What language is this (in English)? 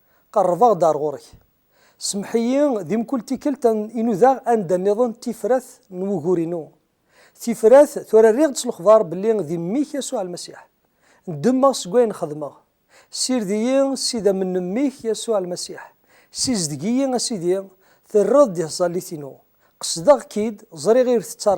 Kabyle